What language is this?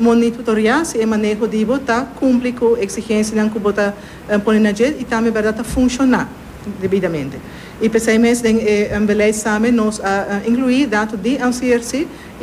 Papiamento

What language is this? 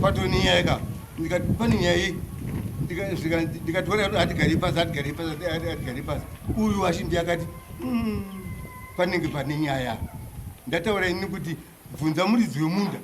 Shona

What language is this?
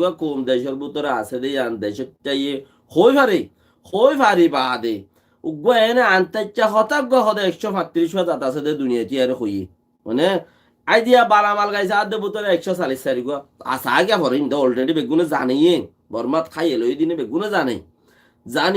Rohingya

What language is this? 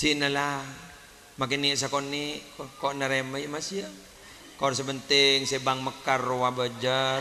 Madurese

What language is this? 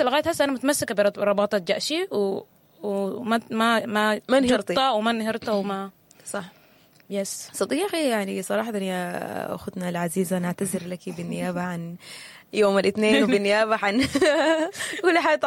Sudanese Arabic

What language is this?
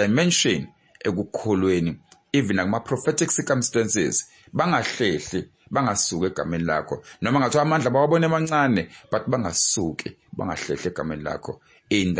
Zulu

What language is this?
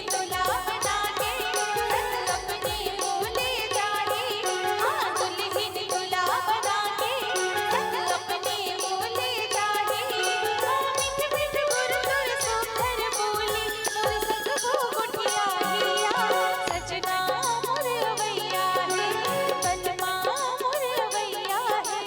Chhattisgarhi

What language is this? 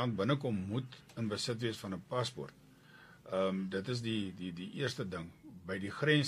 Afrikaans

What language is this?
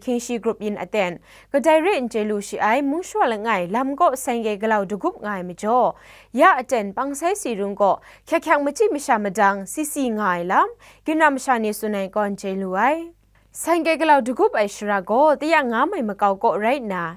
Kachin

